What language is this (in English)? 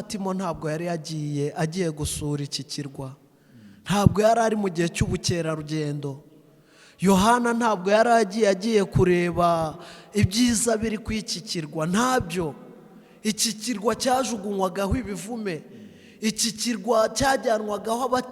Kinyarwanda